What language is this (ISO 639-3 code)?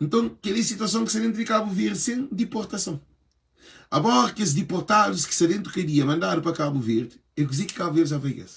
kea